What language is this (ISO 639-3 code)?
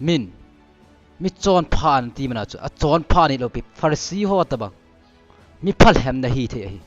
tcz